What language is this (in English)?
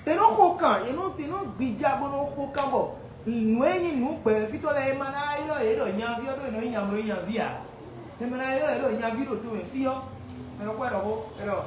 Fon